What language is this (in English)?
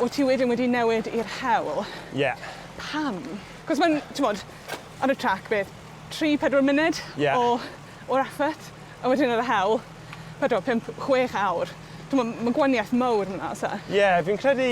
Welsh